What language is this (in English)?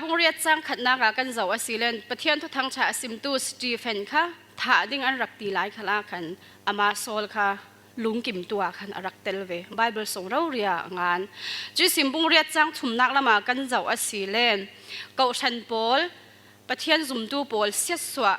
Falam Chin